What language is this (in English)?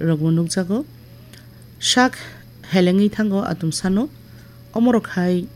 Kok Borok